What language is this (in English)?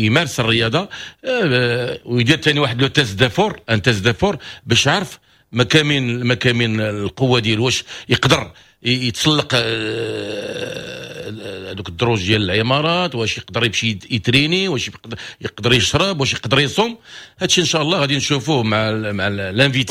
Moroccan Arabic